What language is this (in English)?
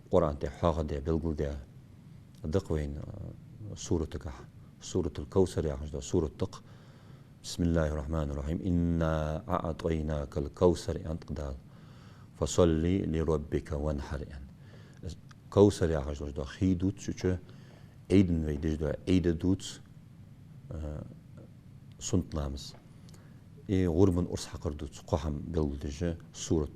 Ingush